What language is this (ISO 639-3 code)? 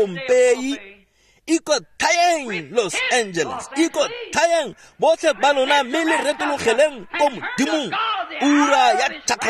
tsn